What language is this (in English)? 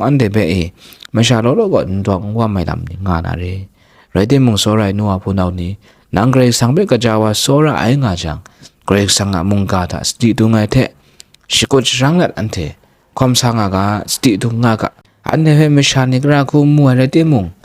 Kachin